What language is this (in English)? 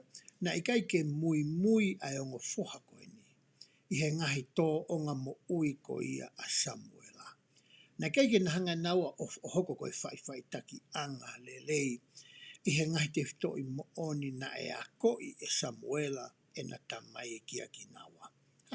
Tongan